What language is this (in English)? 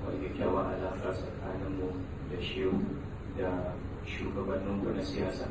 Hausa